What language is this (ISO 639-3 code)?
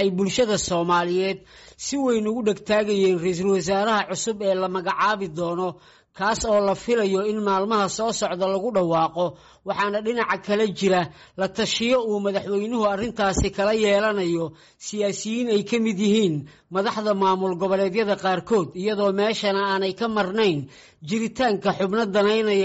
som